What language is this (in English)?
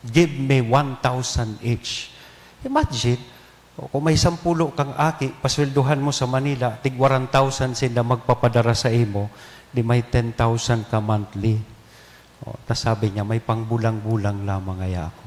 Bikol